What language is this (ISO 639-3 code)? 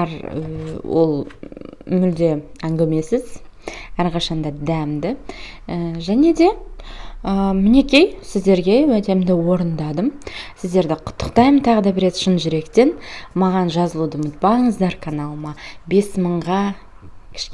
kaz